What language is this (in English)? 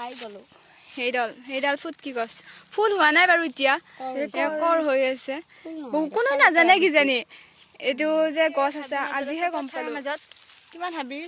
Assamese